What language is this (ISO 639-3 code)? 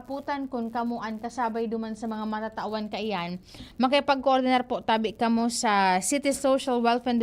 bik